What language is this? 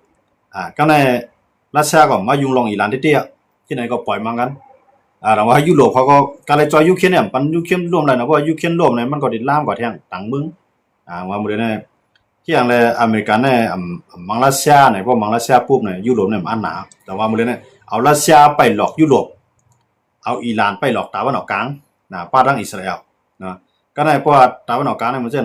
Shan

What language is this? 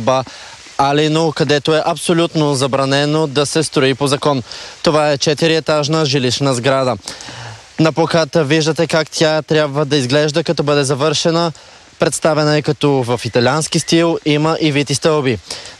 Bulgarian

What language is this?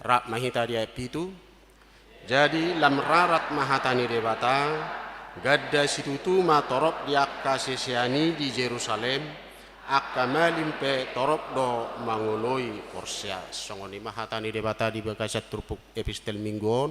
Batak Toba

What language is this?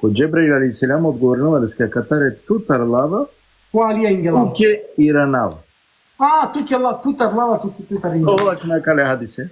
Balkan Romani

